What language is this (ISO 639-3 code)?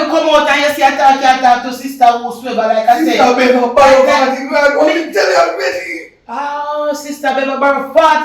jam